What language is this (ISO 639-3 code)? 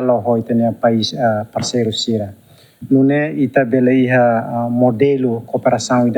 tet